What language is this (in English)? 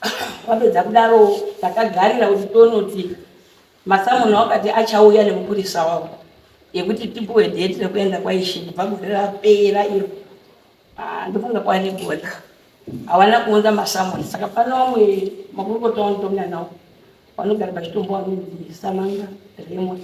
Shona